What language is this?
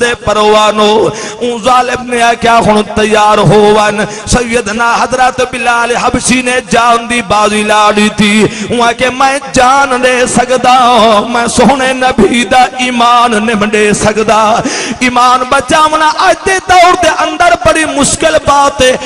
Saraiki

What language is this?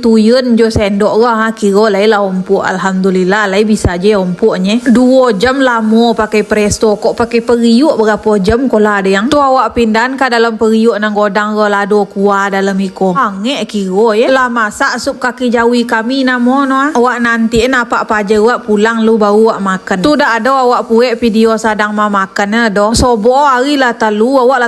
Minangkabau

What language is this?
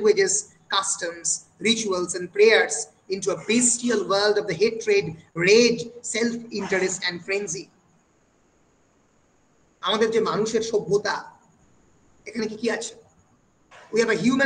Bangla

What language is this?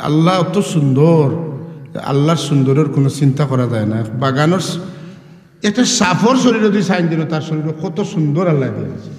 Sylheti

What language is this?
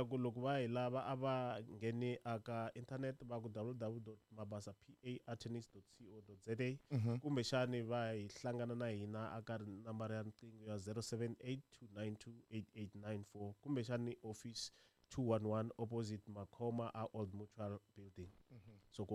Tsonga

